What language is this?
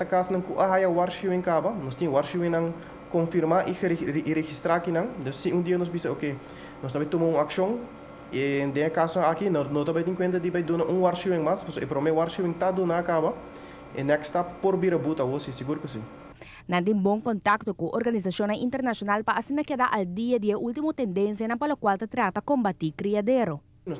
Papiamento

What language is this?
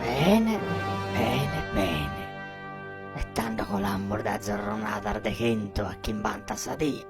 Sardinian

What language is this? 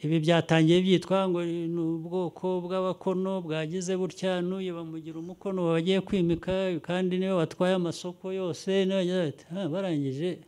Kinyarwanda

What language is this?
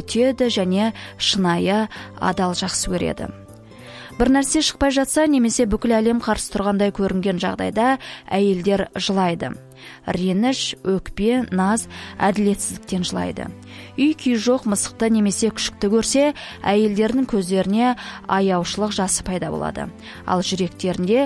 Kazakh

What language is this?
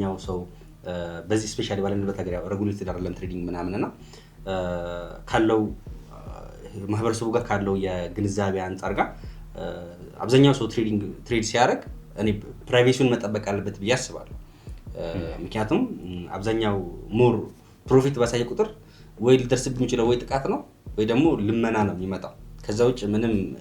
Amharic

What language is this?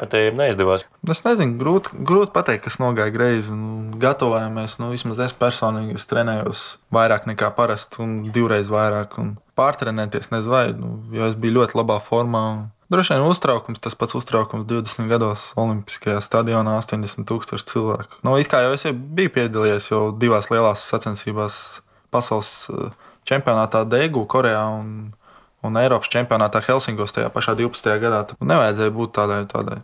Latvian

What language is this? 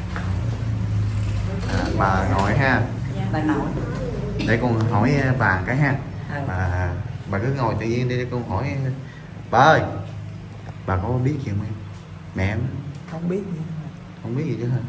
Vietnamese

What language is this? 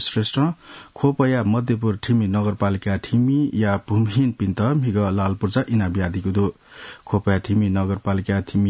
Newari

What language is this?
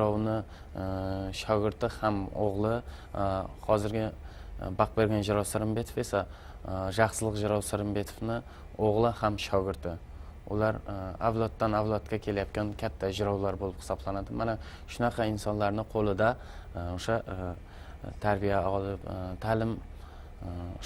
Kara-Kalpak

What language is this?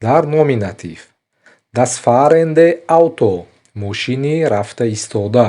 Tajik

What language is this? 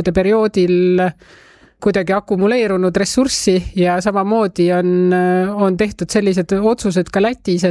Estonian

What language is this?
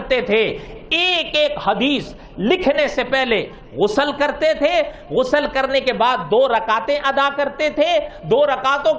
Urdu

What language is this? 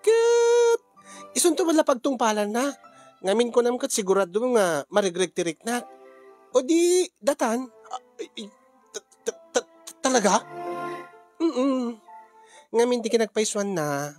Iloko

